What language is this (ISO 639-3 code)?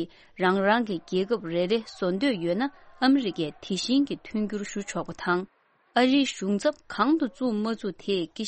bod